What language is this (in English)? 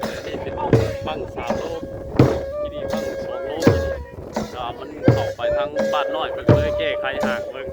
Northeastern Thai